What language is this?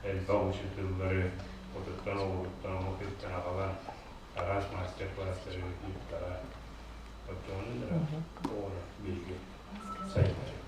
Yakut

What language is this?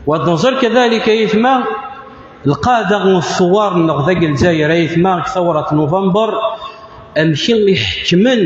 Kabyle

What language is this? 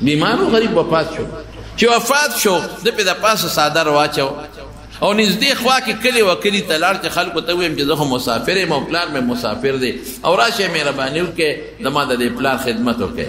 Pashto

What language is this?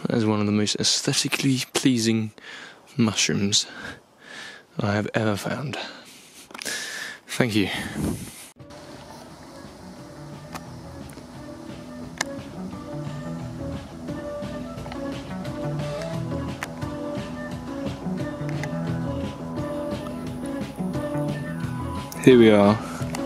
English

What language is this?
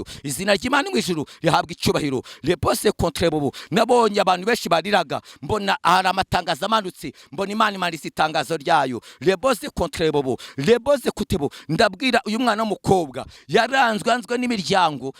Kinyarwanda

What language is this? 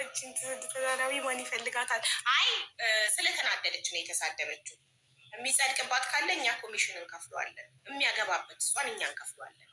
Amharic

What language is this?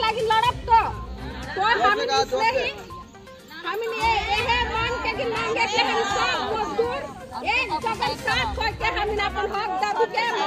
Sadri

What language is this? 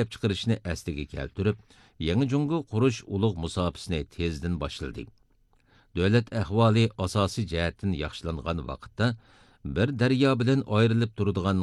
Uyghur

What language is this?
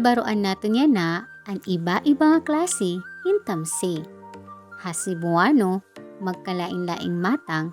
Waray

